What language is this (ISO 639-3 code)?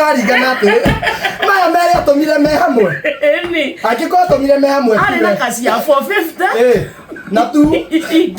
kik